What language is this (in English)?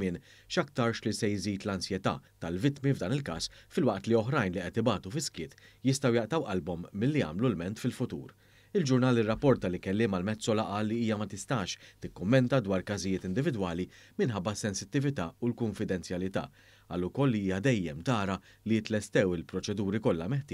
Maltese